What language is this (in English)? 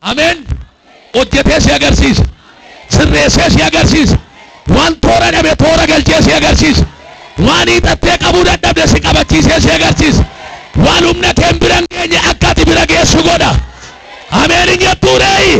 Oromo